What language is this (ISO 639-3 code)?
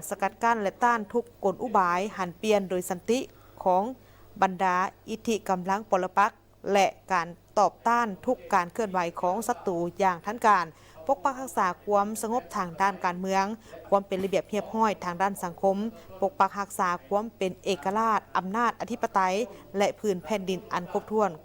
lao